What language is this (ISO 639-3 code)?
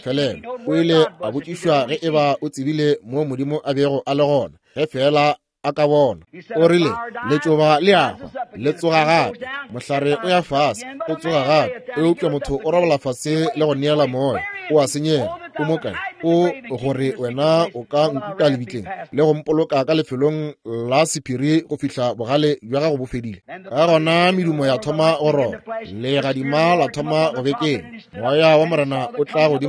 nso